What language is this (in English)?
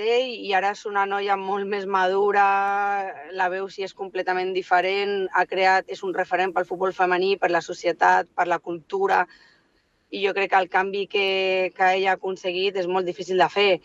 Catalan